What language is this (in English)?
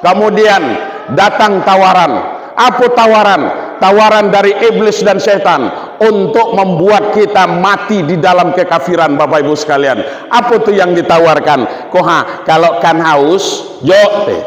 Minangkabau